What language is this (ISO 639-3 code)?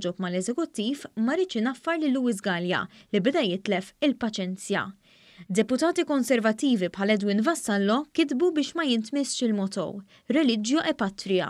mlt